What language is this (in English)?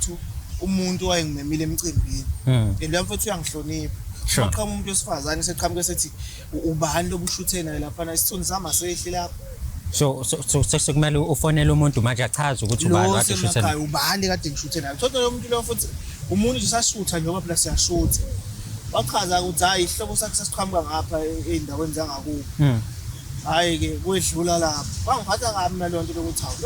Zulu